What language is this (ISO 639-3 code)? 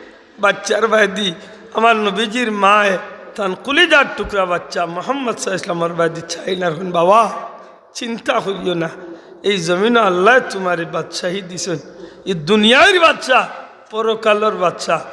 syl